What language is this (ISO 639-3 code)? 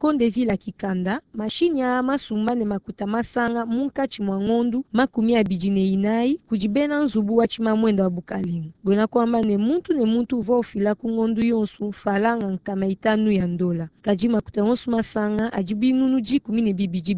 lua